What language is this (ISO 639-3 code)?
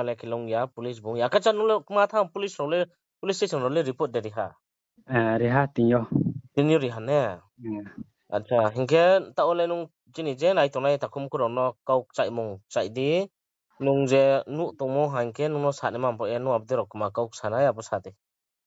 ria